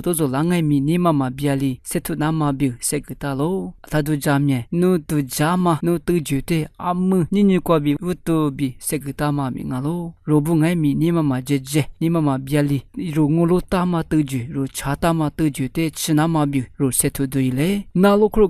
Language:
Lisu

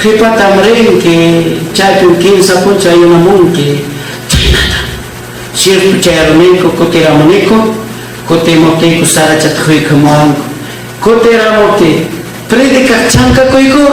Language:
Ayacucho Quechua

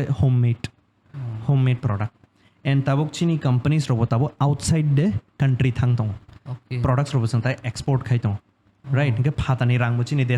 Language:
Kok Borok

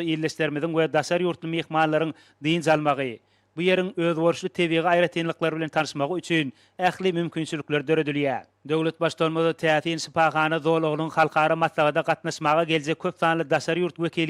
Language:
Turkmen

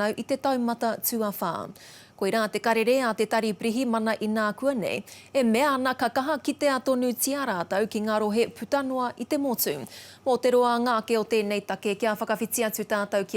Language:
Māori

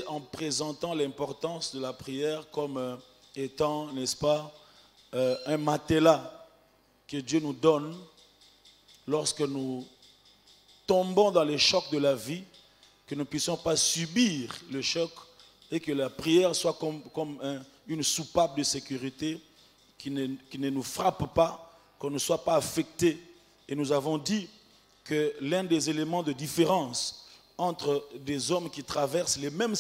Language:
French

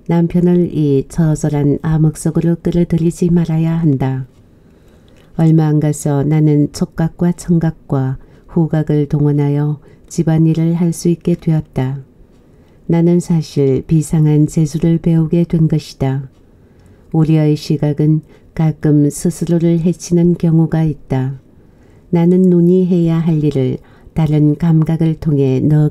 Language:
Korean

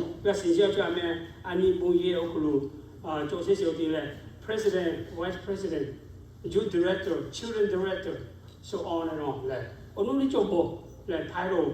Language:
Lahu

